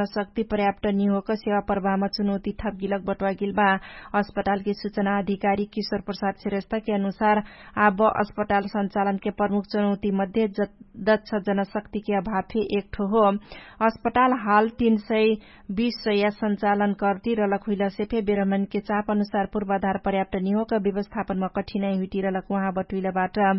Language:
Dangaura Tharu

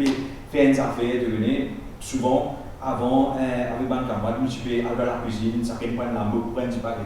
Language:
Morisyen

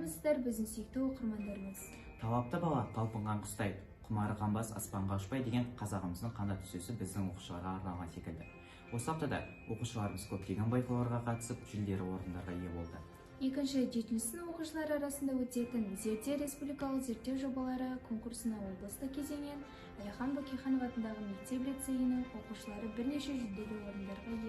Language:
Kazakh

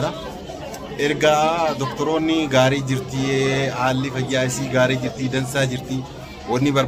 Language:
Oromo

